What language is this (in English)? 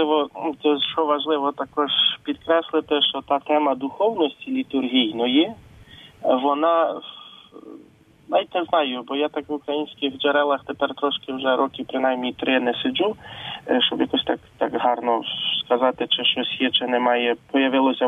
Ukrainian